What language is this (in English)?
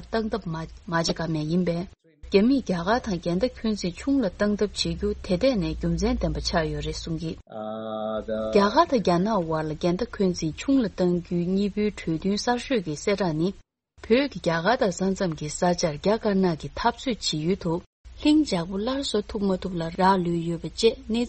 Tibetan